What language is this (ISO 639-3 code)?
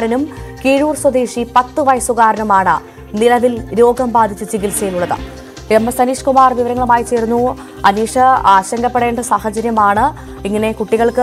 mal